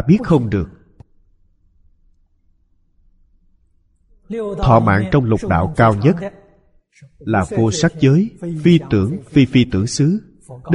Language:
Vietnamese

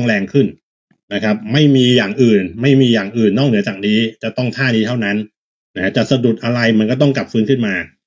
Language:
Thai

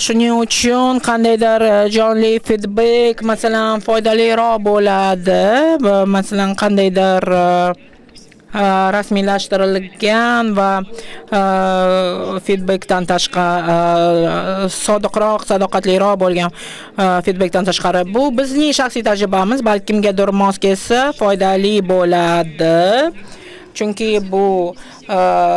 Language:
Uzbek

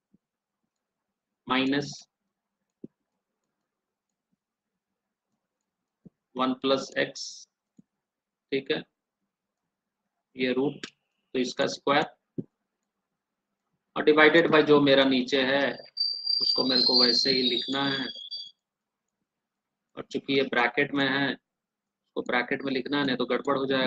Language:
Hindi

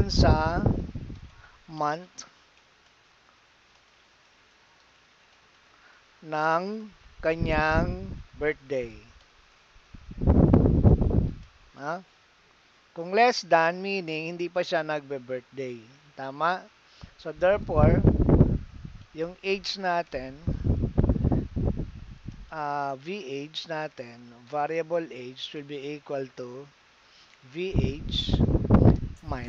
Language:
Filipino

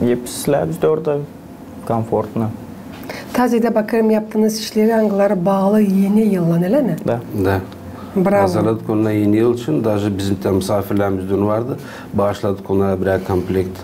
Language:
Gagauz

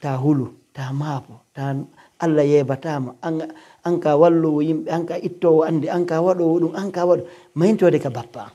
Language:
Pular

